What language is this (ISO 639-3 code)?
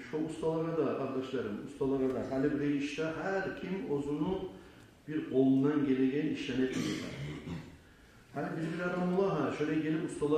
kum